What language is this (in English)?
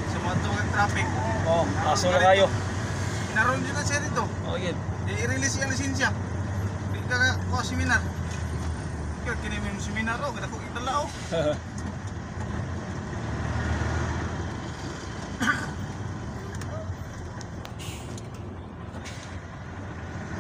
Filipino